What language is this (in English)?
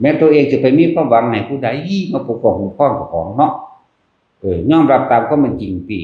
Northeastern Thai